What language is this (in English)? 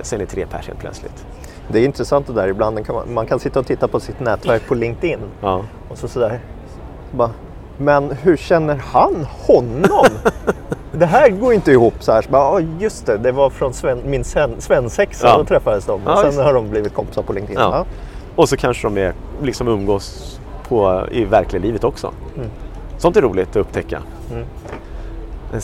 Swedish